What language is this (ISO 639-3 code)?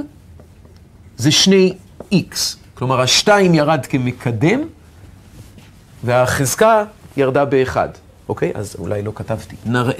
heb